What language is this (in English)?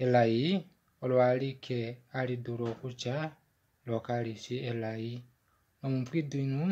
Kuanyama